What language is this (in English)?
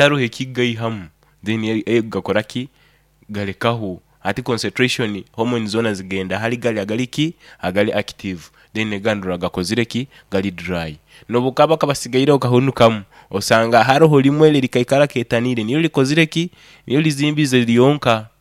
Nyoro